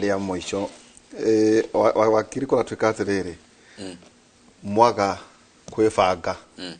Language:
Kikuyu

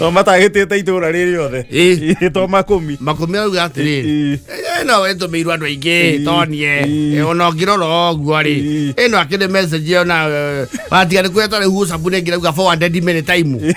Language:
Kikuyu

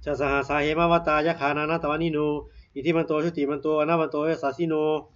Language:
Pali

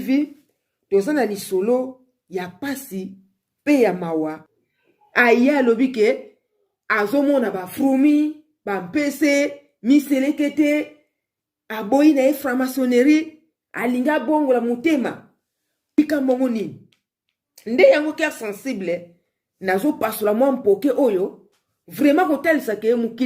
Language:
Lingala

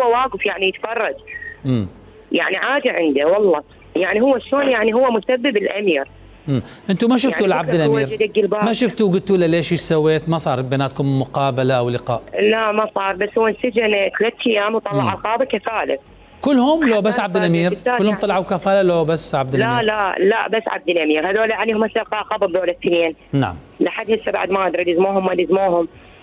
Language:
Mesopotamian Arabic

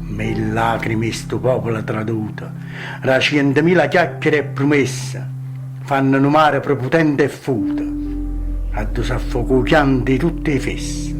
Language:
Neapolitan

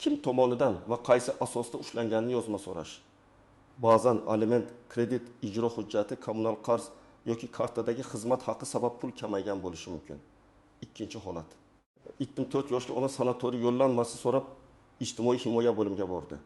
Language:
Uzbek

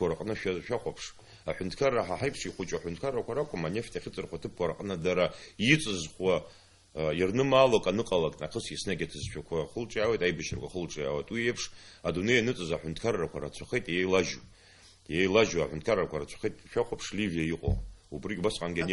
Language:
Abkhazian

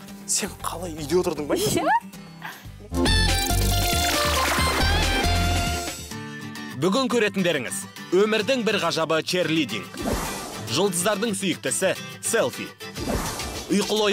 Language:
Kazakh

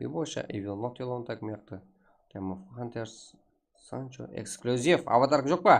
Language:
Kara-Kalpak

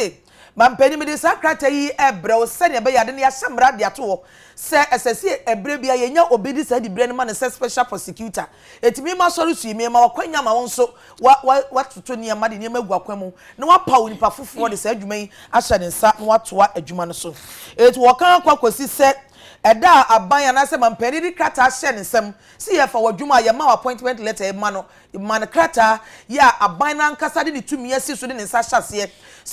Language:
Akan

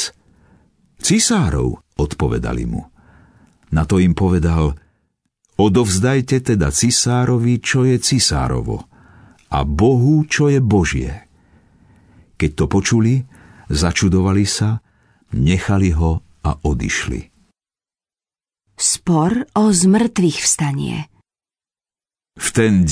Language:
Slovak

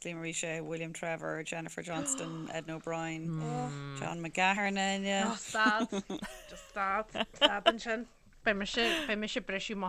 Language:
Irish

